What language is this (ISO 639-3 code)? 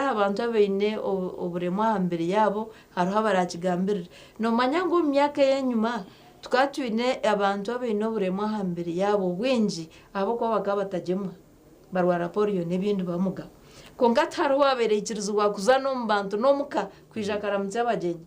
nyn